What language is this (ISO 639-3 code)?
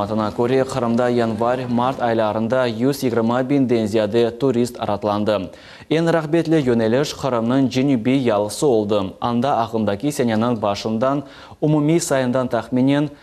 crh